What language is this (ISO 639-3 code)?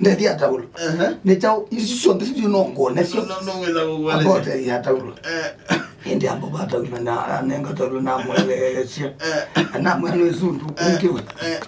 kam